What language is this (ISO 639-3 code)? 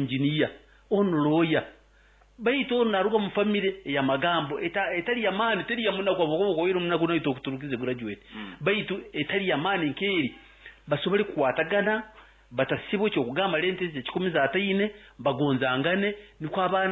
nyo